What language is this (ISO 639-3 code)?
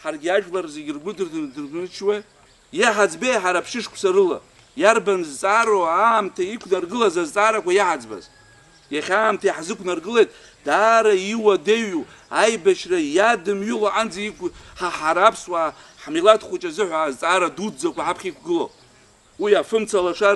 abk